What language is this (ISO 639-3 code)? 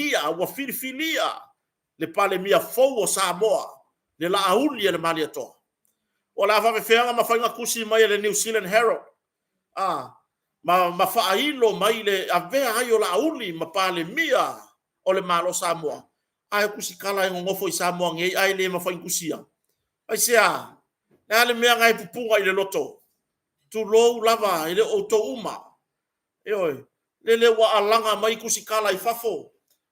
smo